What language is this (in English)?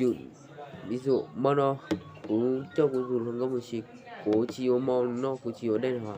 Hmong